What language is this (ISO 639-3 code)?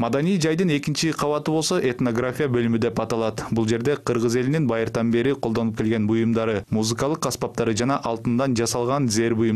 kir